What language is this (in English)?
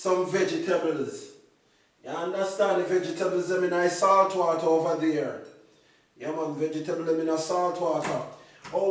Jamaican Creole English